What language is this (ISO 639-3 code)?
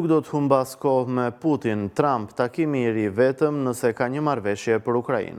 sqi